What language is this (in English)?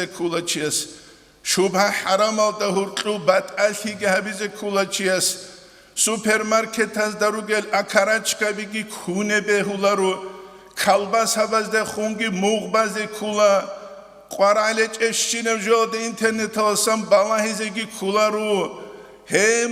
Avaric